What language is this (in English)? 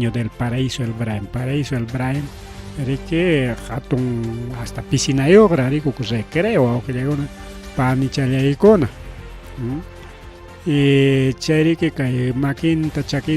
Ayacucho Quechua